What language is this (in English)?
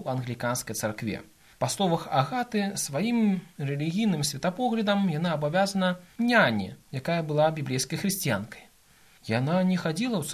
Belarusian